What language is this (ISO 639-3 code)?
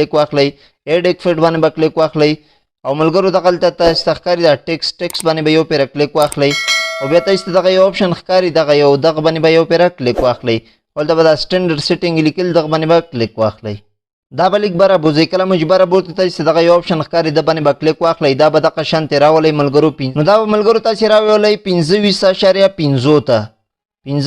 pus